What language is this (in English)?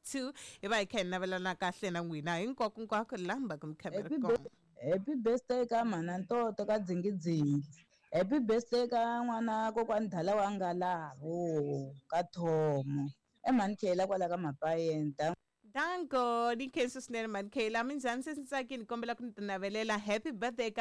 Tsonga